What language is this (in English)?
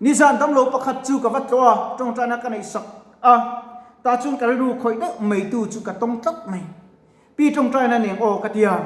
Mizo